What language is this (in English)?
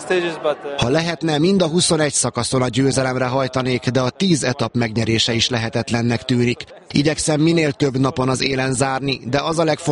Hungarian